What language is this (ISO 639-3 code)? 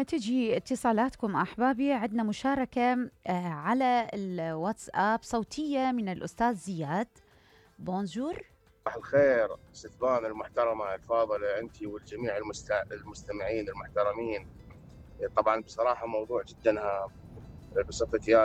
acm